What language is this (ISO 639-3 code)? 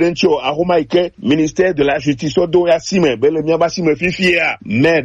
gej